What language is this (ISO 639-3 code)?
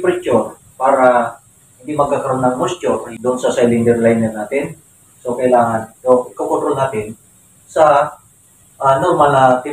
fil